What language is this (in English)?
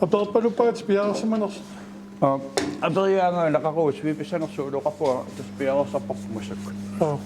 Kalaallisut